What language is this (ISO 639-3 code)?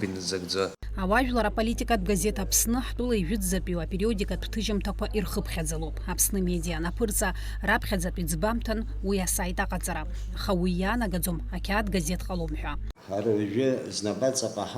abk